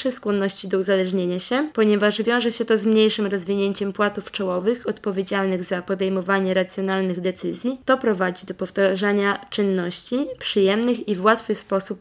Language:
Polish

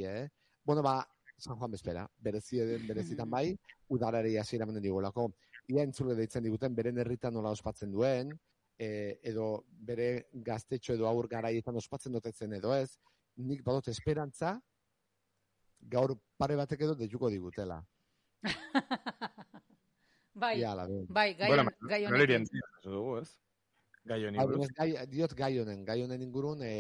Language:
Basque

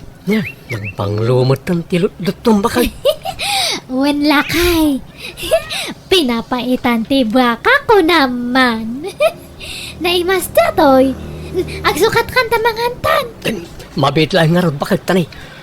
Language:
Iloko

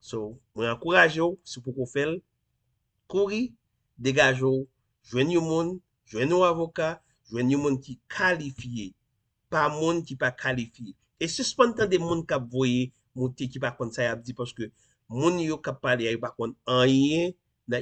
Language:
Haitian Creole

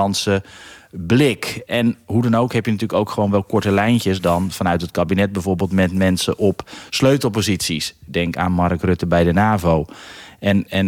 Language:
Dutch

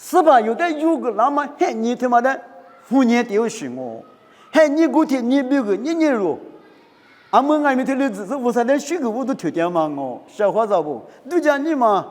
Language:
Lisu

